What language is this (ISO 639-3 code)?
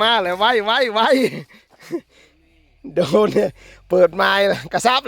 tts